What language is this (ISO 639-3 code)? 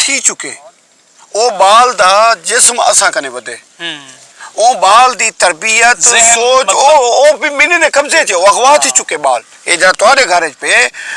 skr